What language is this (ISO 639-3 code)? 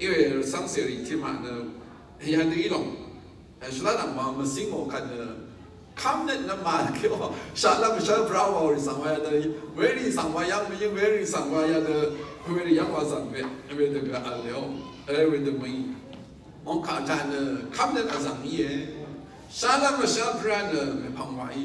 raw